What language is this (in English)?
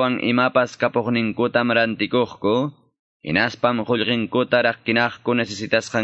Quechua